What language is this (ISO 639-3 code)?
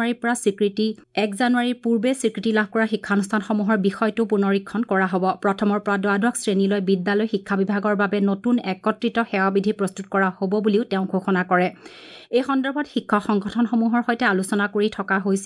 asm